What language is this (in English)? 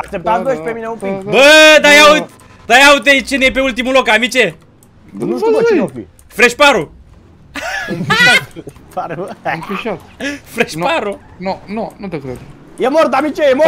Romanian